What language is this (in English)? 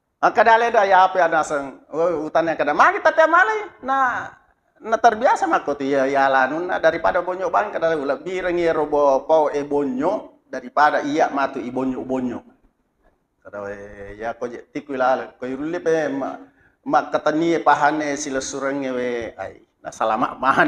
Buginese